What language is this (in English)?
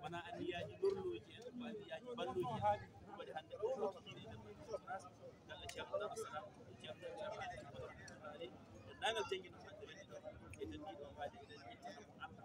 Fula